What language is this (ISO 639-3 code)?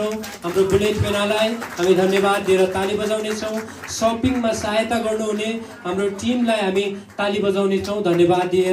nep